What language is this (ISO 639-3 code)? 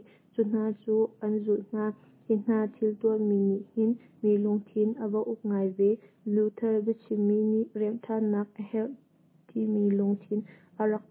cnh